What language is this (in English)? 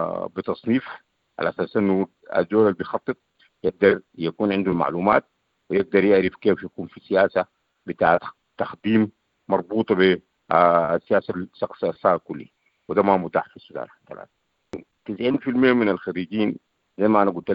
Sudanese Arabic